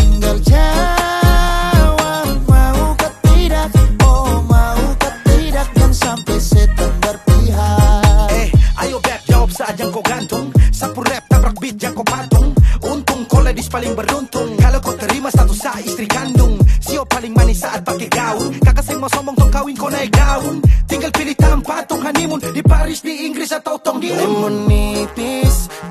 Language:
Indonesian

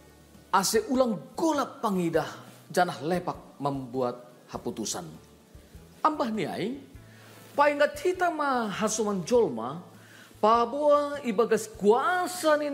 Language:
Batak Simalungun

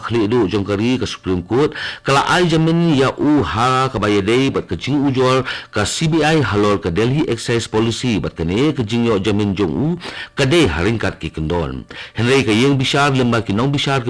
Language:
Khasi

